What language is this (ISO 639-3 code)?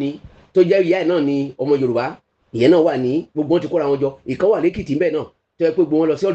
yor